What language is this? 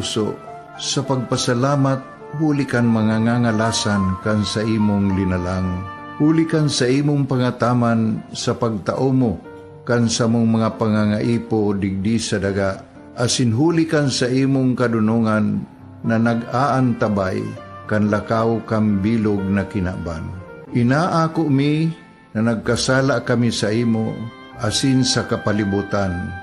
Bikol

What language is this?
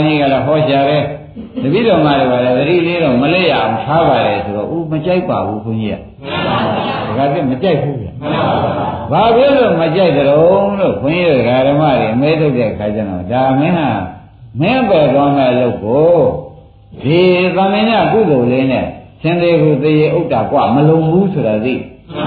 Burmese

